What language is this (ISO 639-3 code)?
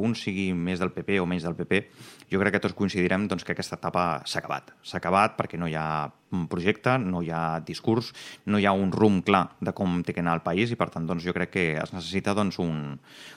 cat